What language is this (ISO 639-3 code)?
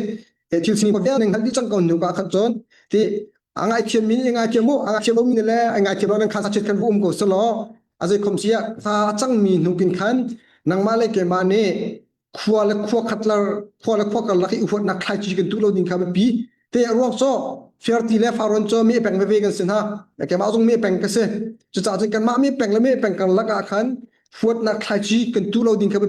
cnh